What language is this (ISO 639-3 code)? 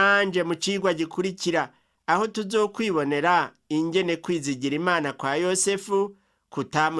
run